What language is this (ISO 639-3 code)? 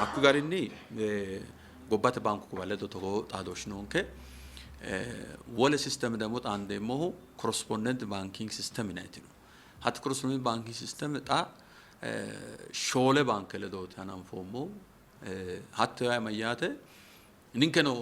sid